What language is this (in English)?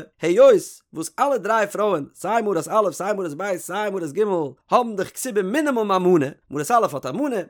Yiddish